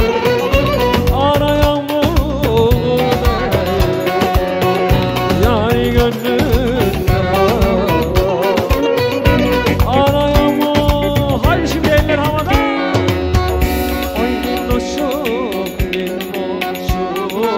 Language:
Turkish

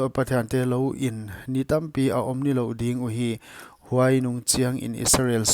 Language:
Paite Chin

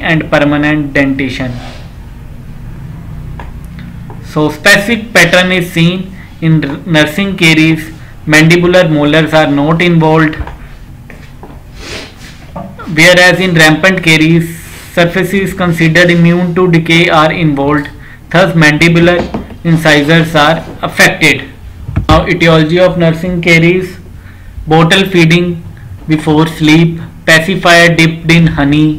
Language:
English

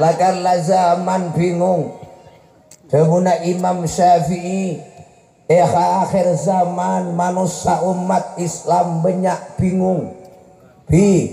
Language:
Madurese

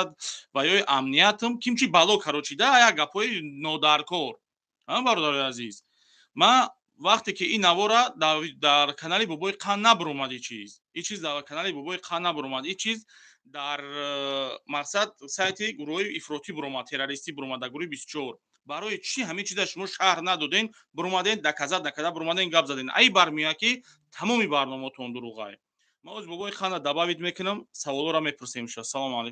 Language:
Tajik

